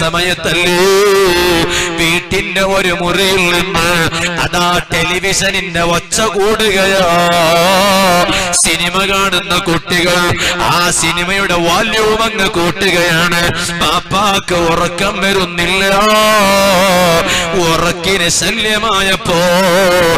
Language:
Malayalam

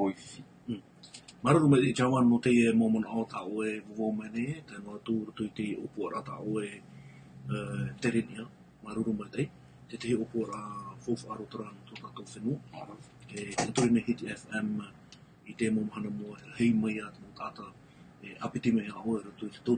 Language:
Tahitian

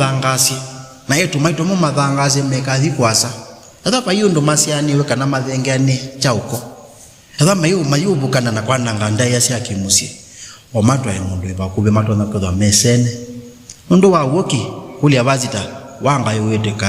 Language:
Kamba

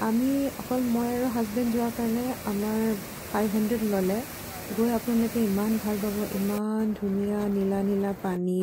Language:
Assamese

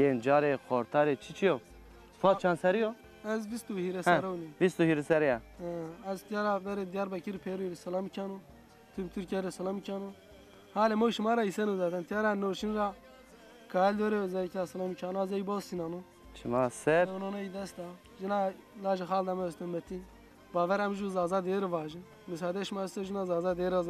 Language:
Zaza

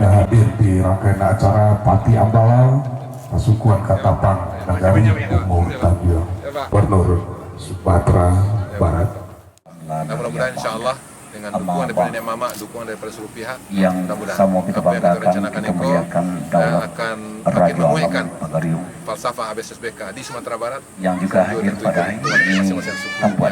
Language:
Minangkabau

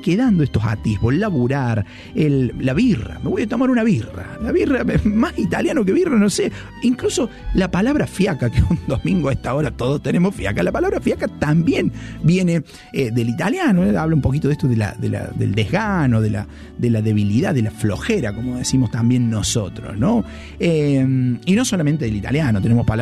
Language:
Spanish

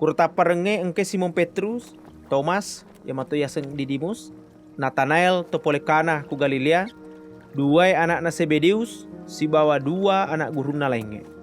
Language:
Buginese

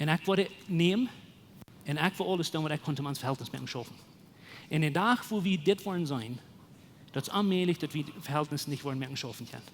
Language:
Plautdietsch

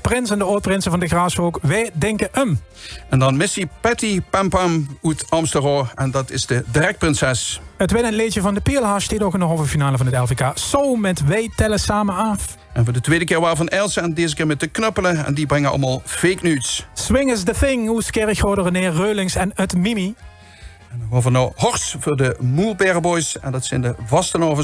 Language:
Limburgish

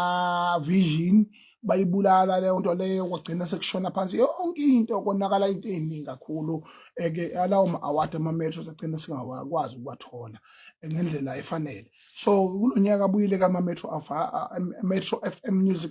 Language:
Zulu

